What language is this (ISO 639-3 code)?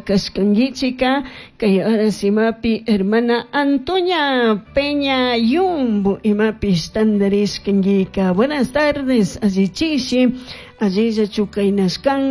qug